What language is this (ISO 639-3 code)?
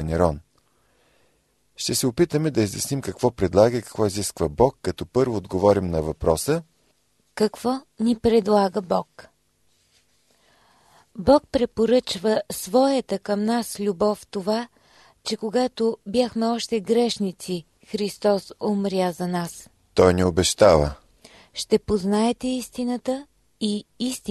bul